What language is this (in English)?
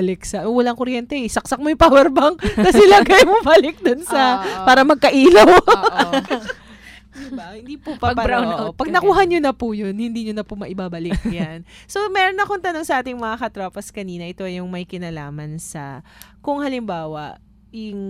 Filipino